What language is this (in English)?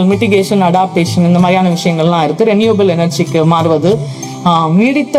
Tamil